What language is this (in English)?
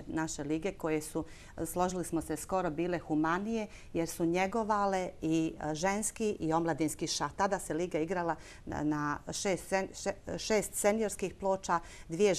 Bosnian